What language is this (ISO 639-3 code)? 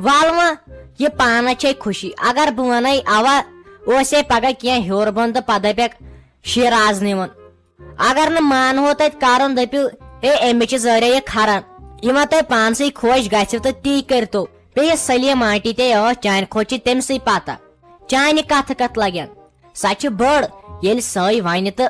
kas